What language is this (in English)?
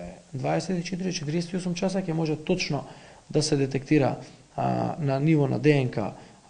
Macedonian